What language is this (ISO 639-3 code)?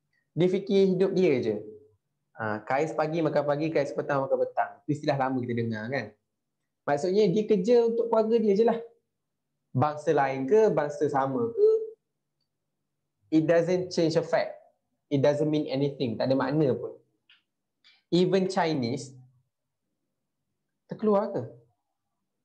msa